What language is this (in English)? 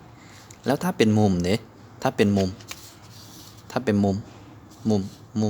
Lao